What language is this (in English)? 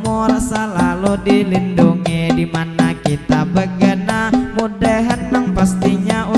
Banjar